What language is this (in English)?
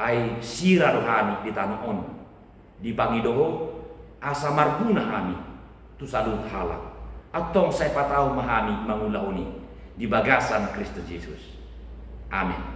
Batak Toba